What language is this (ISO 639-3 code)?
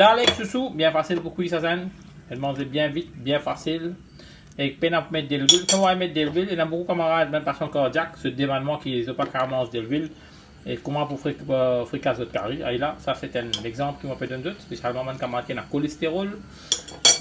mfe